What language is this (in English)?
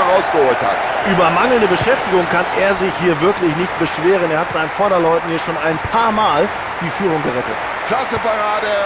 Bavarian